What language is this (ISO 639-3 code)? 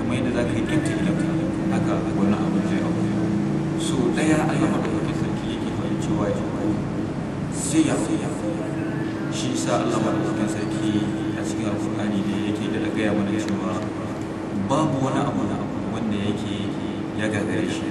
hau